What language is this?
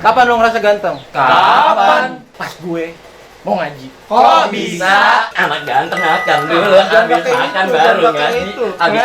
Betawi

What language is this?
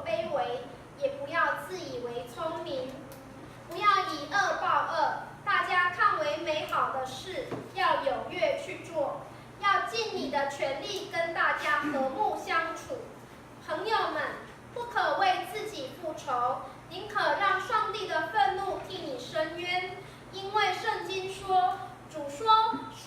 Min Nan Chinese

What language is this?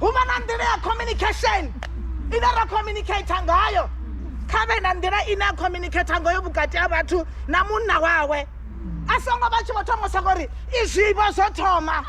Venda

